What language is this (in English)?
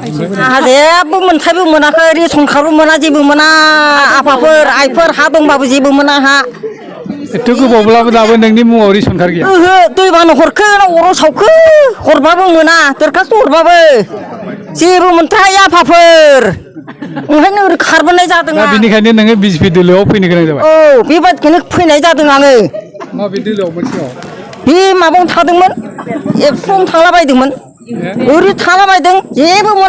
Bodo